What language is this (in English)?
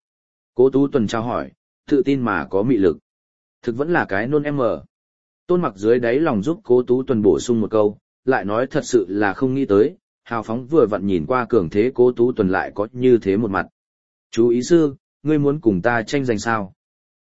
Vietnamese